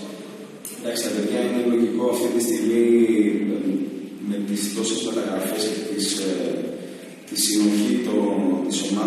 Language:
Greek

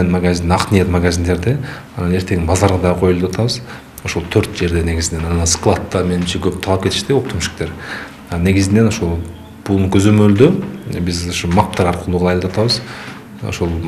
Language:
Kyrgyz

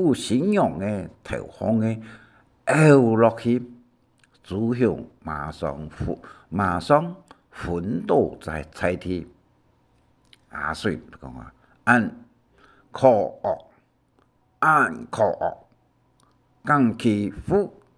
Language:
Hakka Chinese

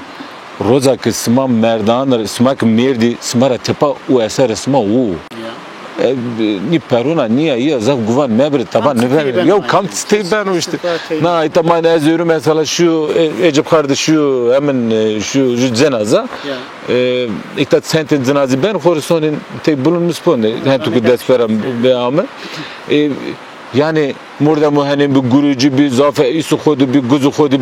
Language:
Zaza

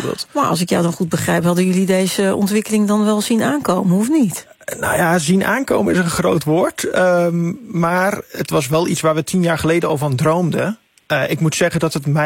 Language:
Dutch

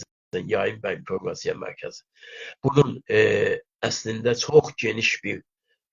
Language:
South Azerbaijani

